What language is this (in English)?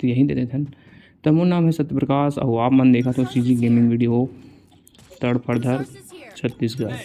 Chhattisgarhi